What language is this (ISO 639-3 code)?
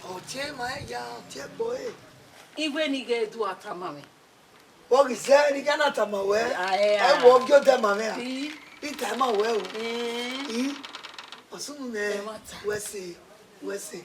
bin